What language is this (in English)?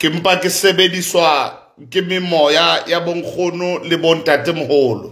Southern Sotho